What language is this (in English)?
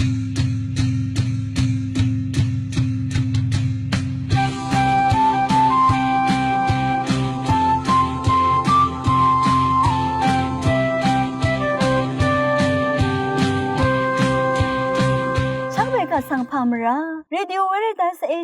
Rawang